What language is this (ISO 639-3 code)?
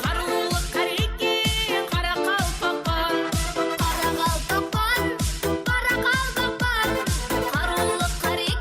kaa